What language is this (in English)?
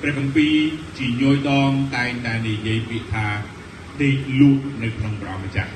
Khmer